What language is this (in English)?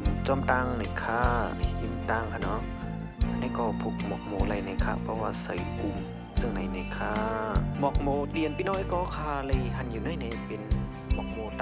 Shan